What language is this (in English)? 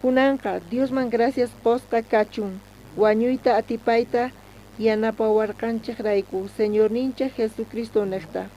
South Bolivian Quechua